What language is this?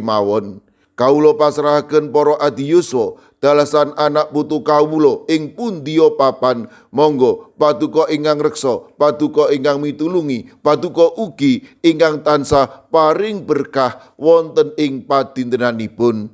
Javanese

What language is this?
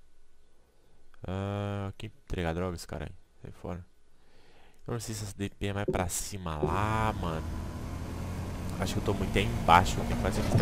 Portuguese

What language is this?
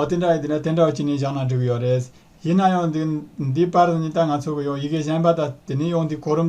Tibetan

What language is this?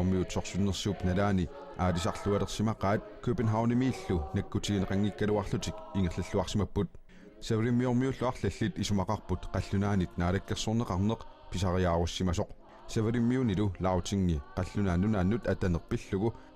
Kalaallisut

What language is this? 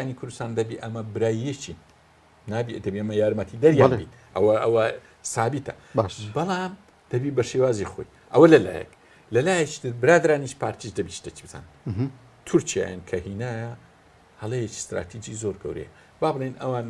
Central Kurdish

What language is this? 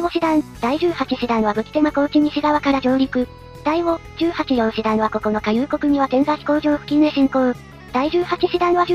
Japanese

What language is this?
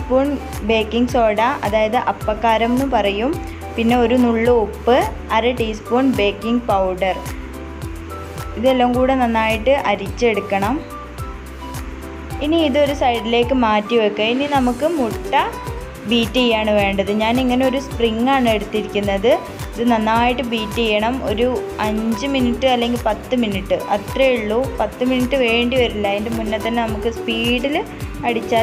Malayalam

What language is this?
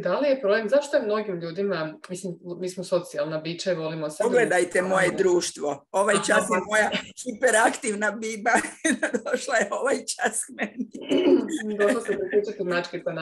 Croatian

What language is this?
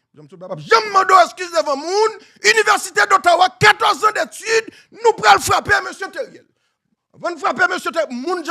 Haitian Creole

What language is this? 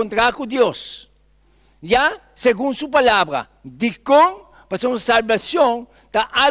Papiamento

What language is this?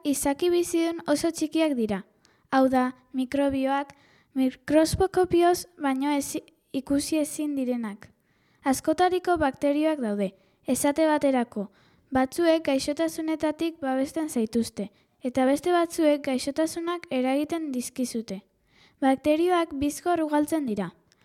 Basque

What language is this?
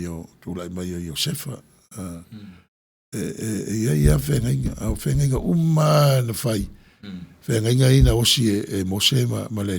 Samoan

